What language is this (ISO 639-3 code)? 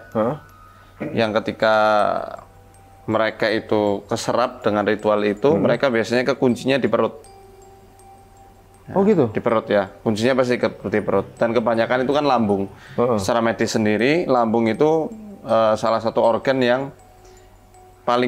ind